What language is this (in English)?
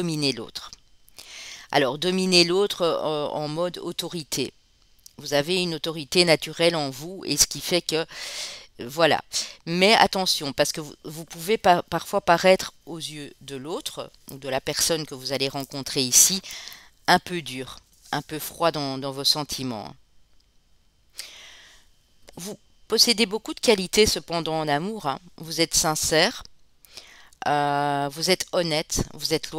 French